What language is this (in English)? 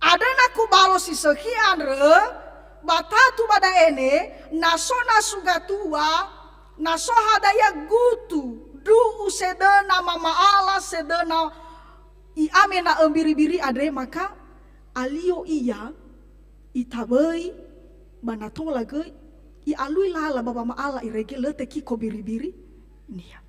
Nias